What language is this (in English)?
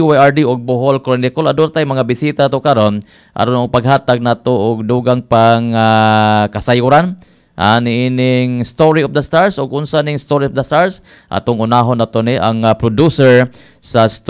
Cebuano